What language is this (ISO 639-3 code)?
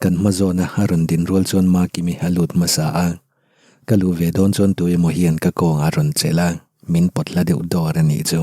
lus